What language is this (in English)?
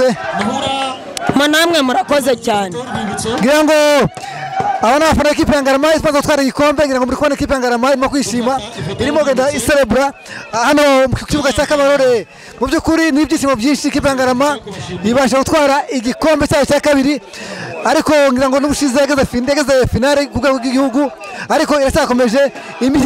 Kinyarwanda